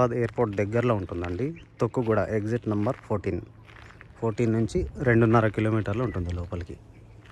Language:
Telugu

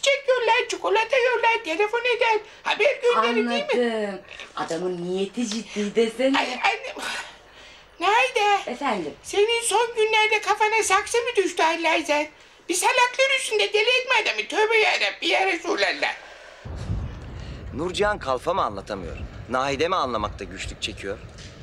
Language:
Turkish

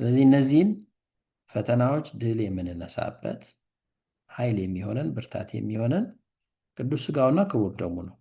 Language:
Amharic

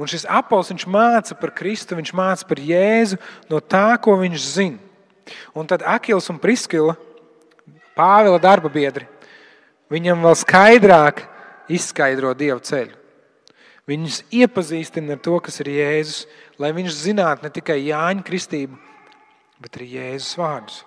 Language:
Latvian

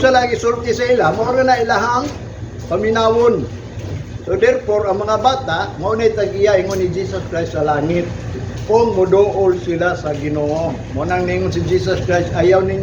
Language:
Cebuano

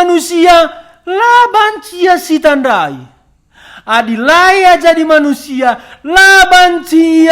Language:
Batak Karo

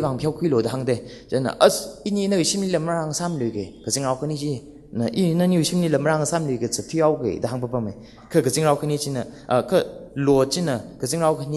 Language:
Tangkhul Naga (India)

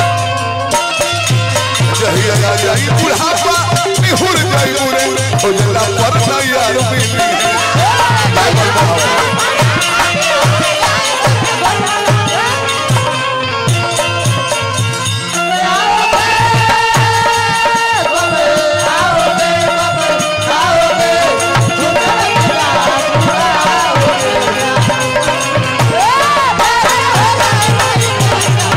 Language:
Bhojpuri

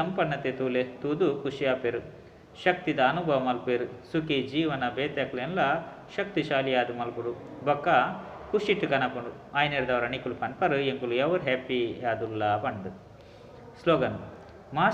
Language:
Tulu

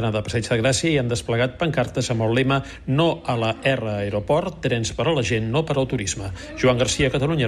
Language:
Catalan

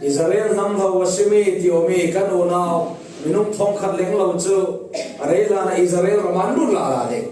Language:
Falam Chin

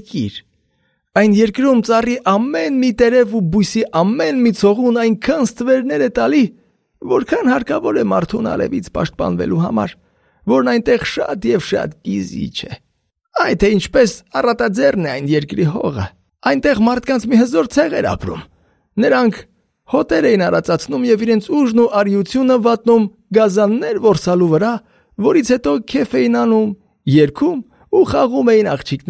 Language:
Armenian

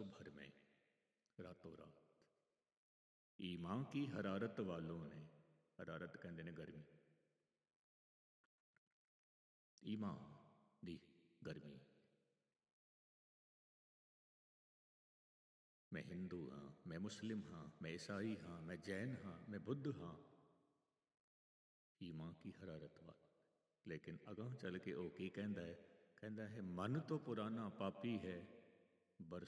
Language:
Punjabi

